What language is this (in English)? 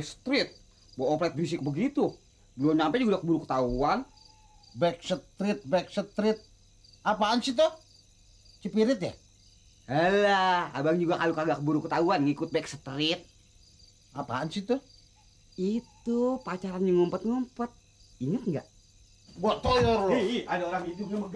Betawi